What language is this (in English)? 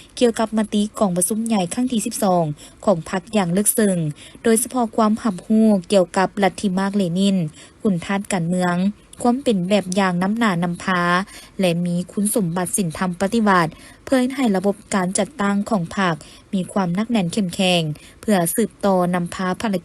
Lao